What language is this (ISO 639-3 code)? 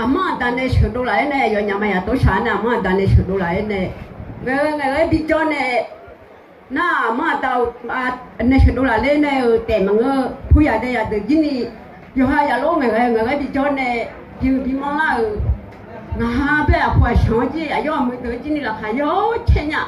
ahk